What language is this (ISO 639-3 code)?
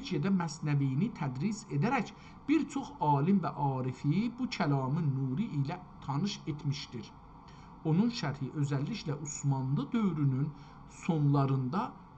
azb